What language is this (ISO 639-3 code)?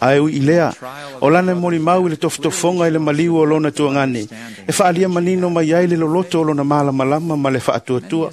smo